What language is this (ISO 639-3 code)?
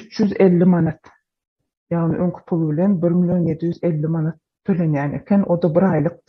tuk